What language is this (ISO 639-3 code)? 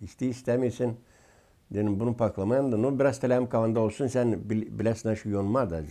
gag